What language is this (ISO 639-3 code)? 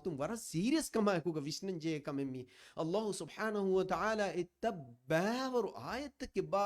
div